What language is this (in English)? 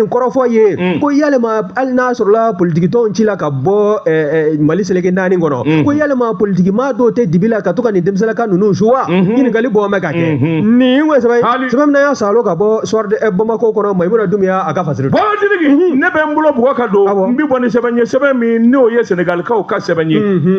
Bambara